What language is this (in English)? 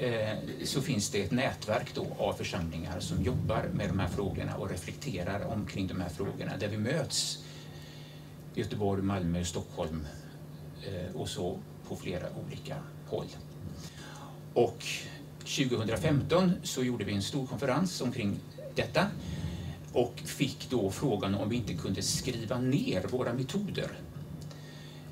Swedish